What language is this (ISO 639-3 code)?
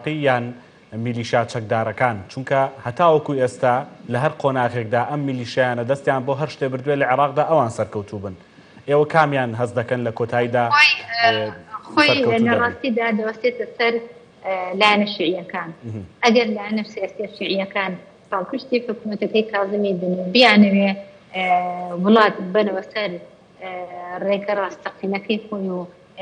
ckb